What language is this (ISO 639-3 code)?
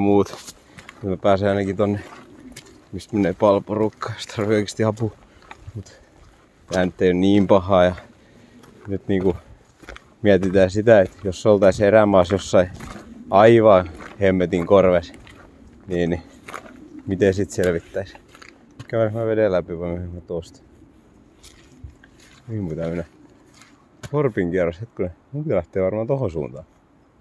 fin